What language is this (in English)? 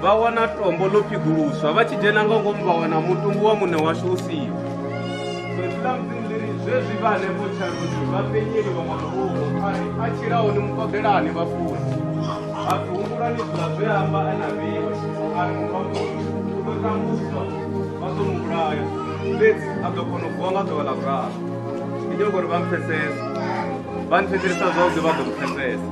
Venda